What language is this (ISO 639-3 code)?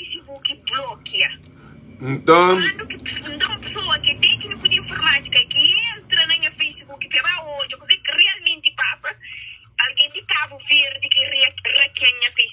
kea